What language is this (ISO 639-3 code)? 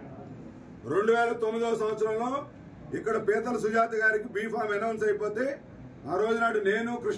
tel